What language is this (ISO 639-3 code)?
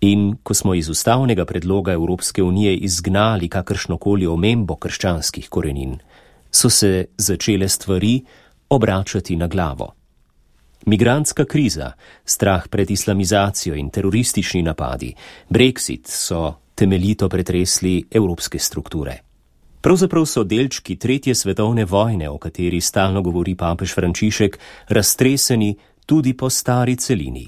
slv